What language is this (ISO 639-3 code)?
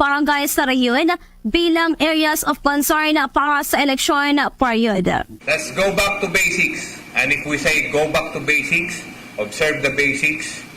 hil